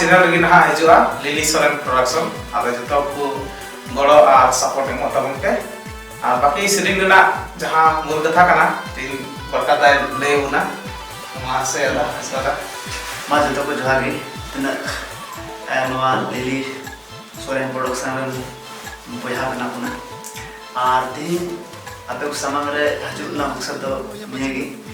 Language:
Santali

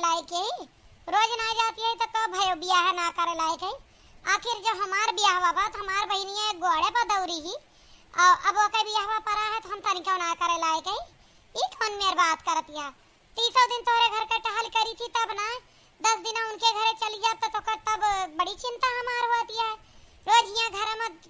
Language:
Awadhi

